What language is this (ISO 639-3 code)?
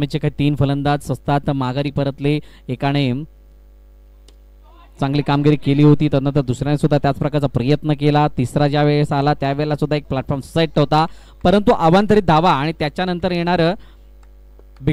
mar